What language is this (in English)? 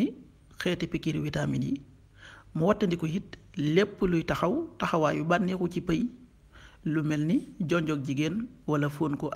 Wolof